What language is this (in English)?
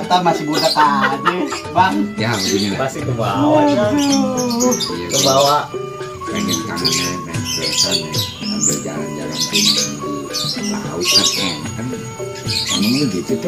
Betawi